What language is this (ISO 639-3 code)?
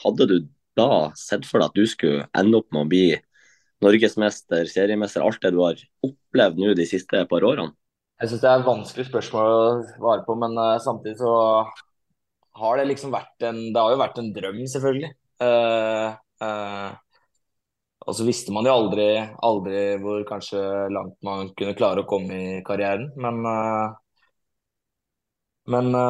nor